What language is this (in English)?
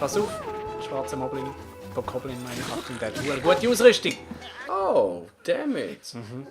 Swiss German